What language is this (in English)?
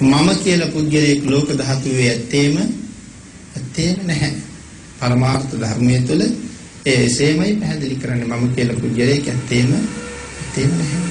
Sinhala